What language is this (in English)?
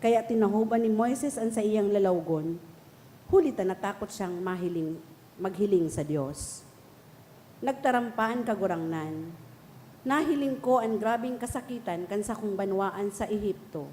Bikol